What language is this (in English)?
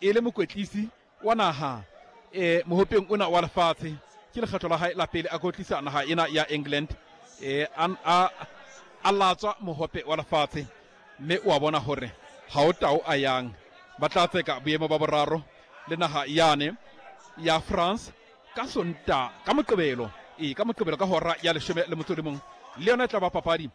Southern Sotho